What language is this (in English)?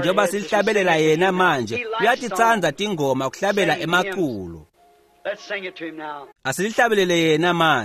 Swati